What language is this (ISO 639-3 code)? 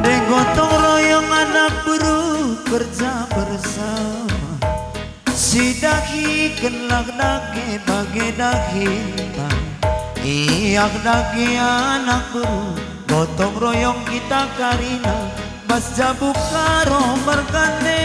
btx